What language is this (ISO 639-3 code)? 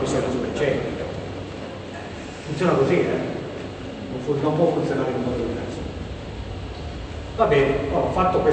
ita